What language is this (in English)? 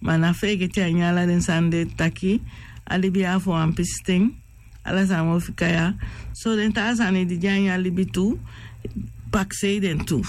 Sranan Tongo